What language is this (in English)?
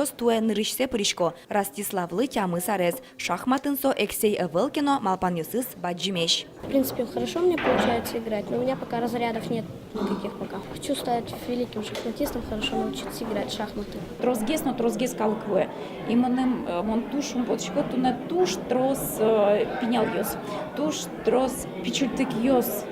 Udmurt